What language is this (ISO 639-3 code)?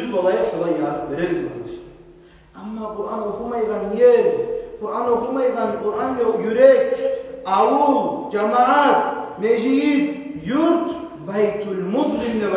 kum